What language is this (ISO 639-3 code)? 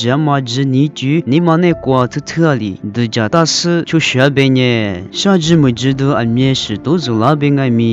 lis